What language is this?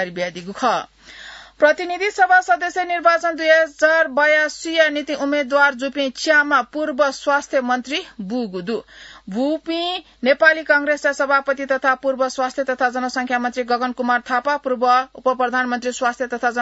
Newari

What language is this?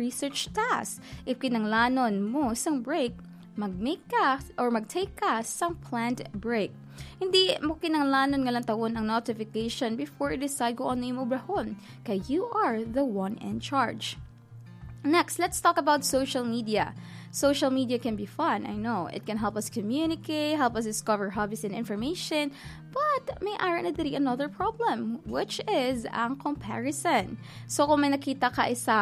Hiligaynon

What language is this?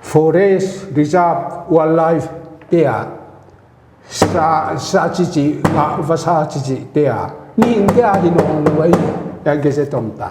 Paite Chin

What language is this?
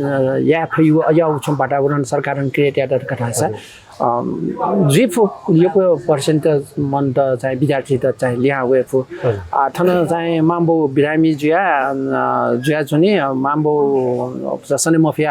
Newari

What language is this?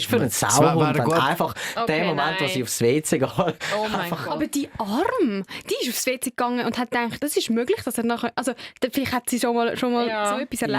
Swiss German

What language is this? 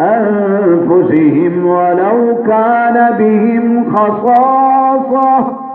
Saraiki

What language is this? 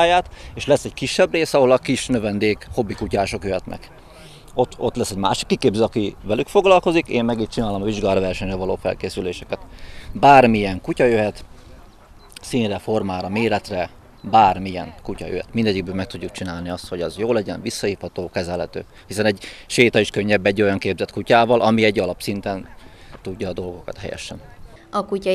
Hungarian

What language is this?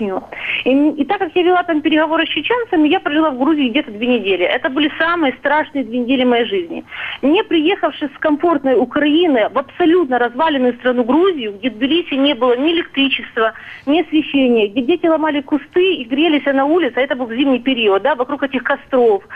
Russian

